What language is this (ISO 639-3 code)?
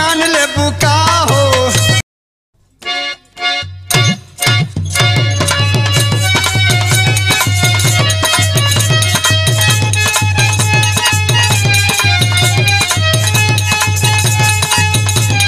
bho